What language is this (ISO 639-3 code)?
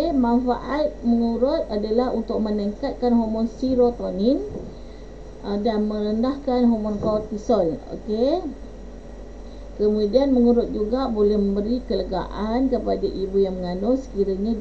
msa